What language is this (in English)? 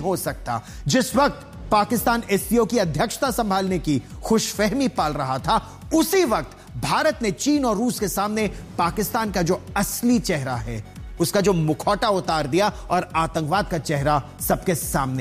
Hindi